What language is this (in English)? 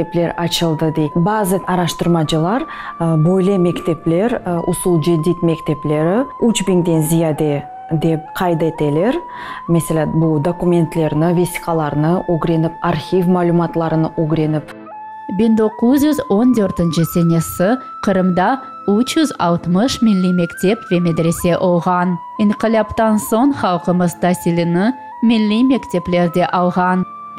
Crimean Tatar